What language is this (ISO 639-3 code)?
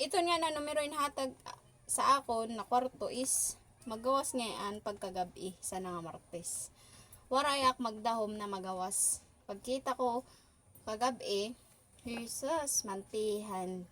war